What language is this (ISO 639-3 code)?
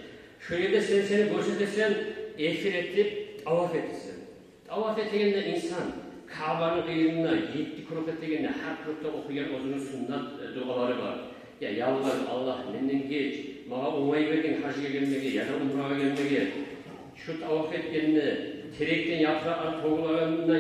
kum